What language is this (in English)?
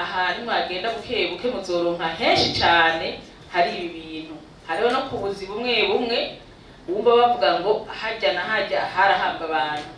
Rundi